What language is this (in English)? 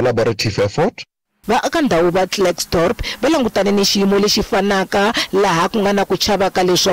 Tsonga